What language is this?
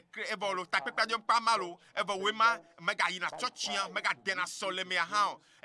Ewe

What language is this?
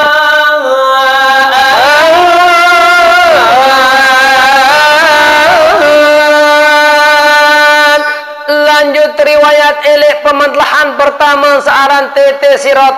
Sasak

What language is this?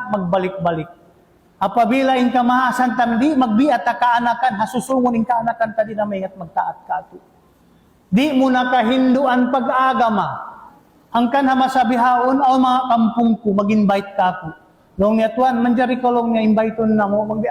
Tausug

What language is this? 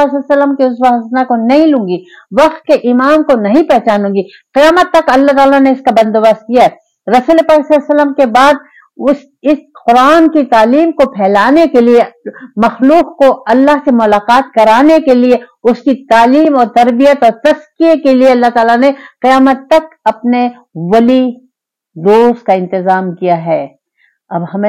Urdu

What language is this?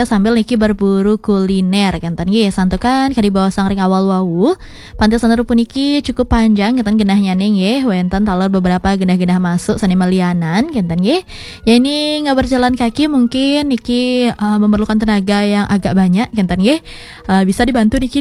Balinese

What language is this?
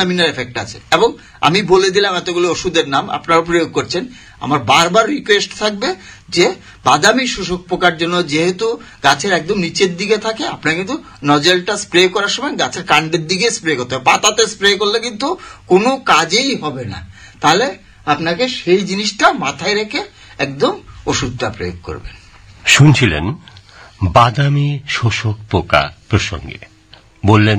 Bangla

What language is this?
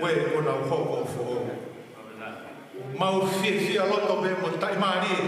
Tongan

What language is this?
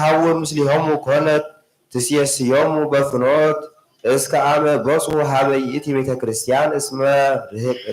Geez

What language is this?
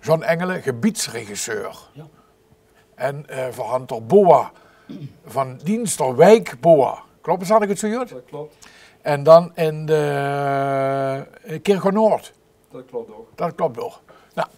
Limburgish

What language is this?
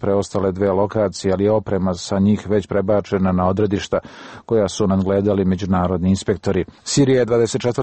Serbian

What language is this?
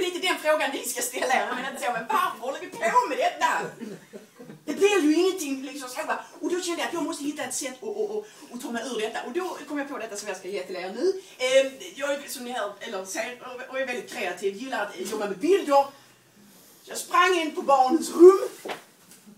Swedish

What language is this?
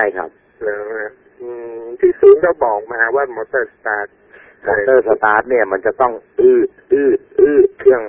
Thai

